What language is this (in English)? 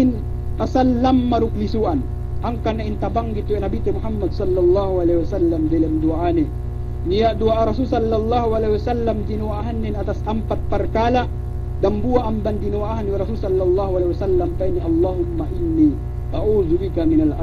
Yakan